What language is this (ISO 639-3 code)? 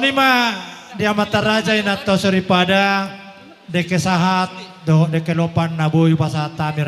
bbc